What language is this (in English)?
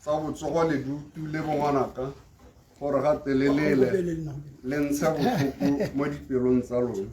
Tswana